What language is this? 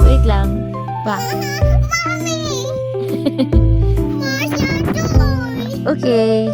Cebuano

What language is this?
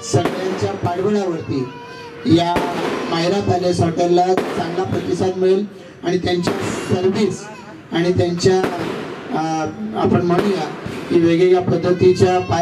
Marathi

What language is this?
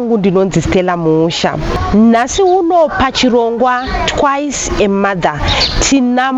Shona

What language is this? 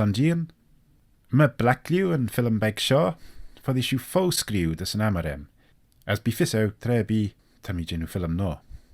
Manx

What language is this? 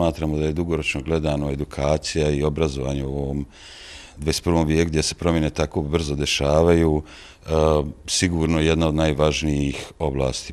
Bosnian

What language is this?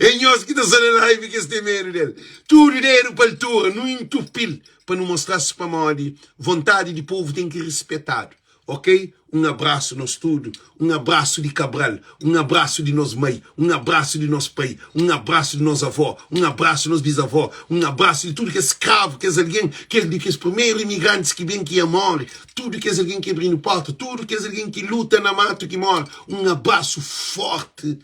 Kabuverdianu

